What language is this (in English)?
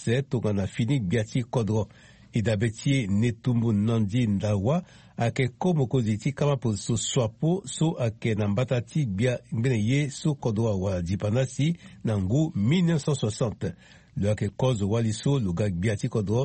Sango